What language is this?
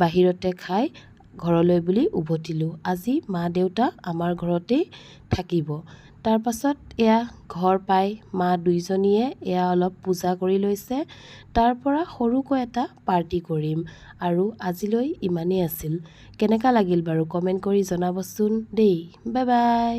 Assamese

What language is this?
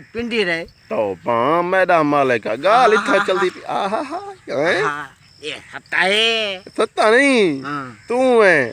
Saraiki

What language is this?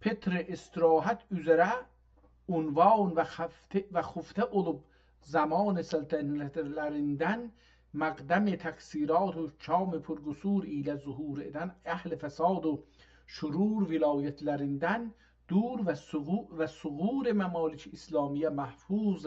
South Azerbaijani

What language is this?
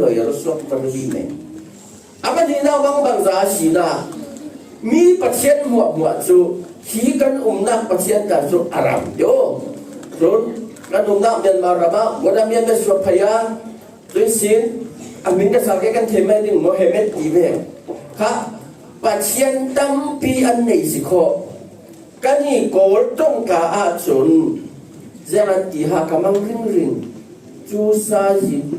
Falam Chin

